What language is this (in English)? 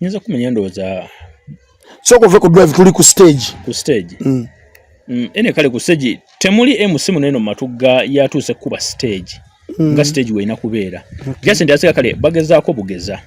Ganda